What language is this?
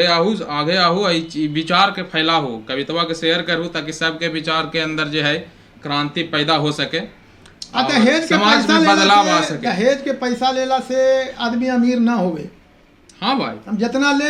Magahi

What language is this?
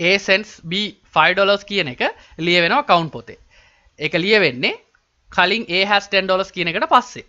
Sinhala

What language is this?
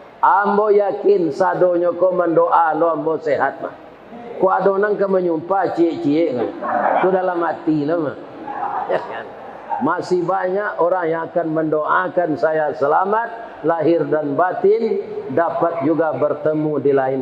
Minangkabau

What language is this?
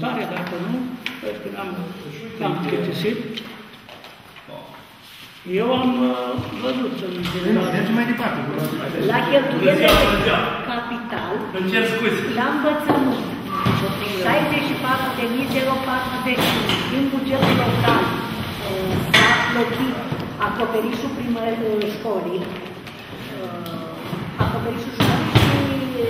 Romanian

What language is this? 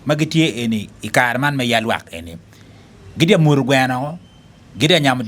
Acoli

